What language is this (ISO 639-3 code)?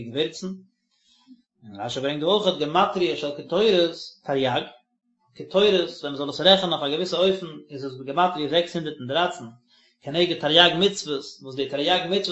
yid